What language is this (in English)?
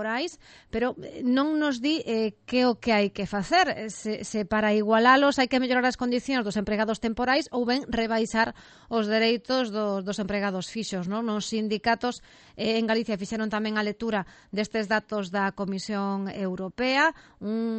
Galician